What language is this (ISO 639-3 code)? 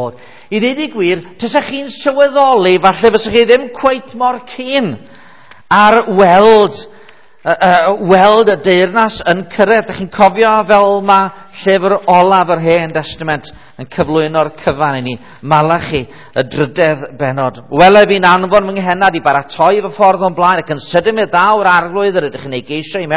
cym